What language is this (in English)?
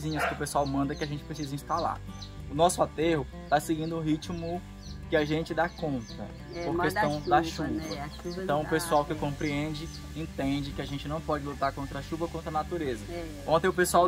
Portuguese